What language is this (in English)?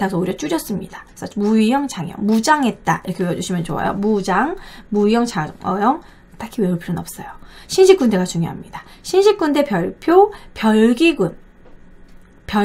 Korean